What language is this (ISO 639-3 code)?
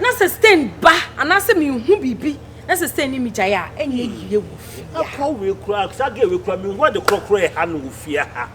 aka